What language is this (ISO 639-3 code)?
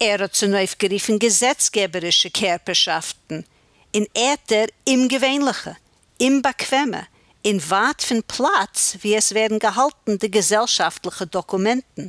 yid